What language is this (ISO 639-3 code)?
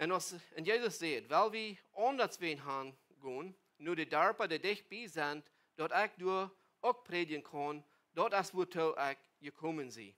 pdt